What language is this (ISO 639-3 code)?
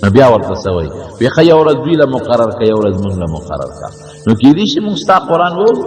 pus